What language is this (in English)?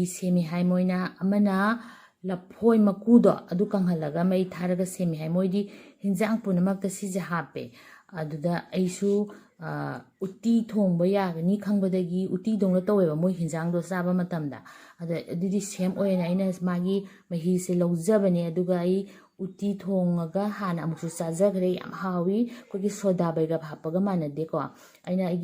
Manipuri